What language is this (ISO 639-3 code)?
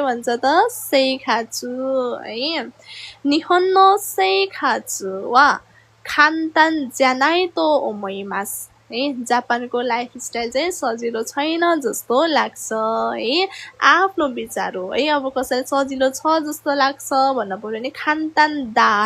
nep